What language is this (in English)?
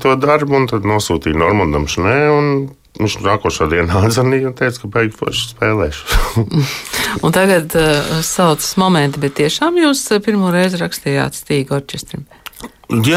Latvian